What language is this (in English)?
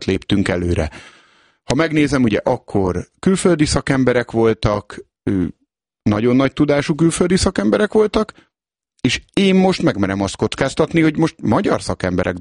Hungarian